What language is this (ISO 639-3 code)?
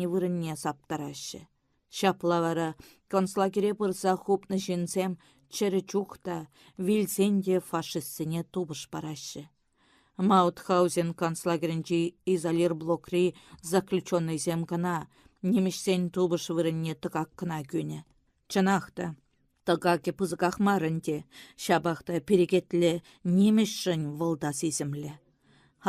chv